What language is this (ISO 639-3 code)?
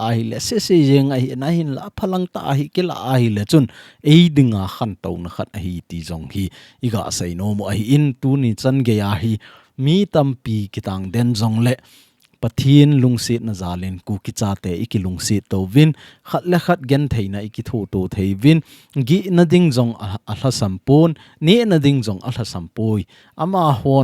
tcz